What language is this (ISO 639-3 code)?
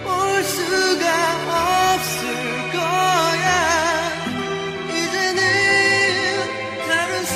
kor